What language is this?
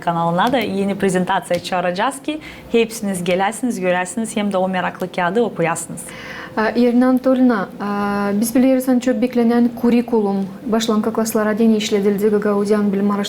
Gagauz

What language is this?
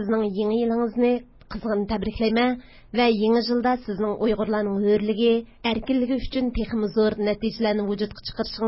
Uyghur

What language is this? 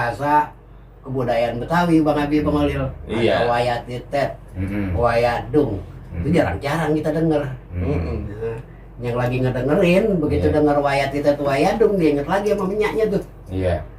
Betawi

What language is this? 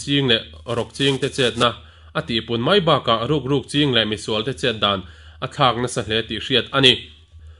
Mizo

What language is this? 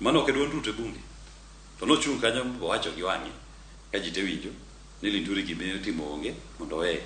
Luo (Kenya and Tanzania)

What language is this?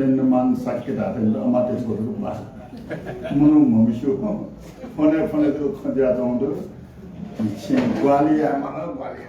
Newari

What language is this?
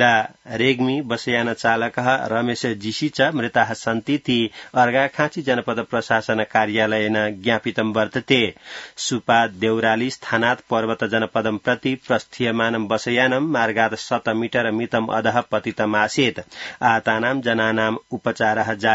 Sanskrit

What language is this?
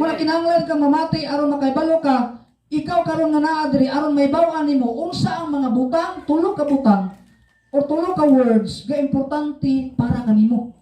Cebuano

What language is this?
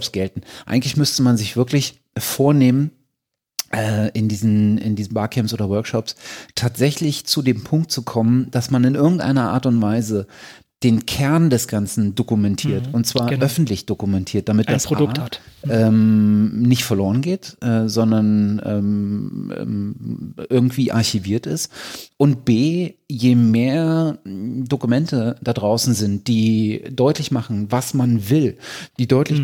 German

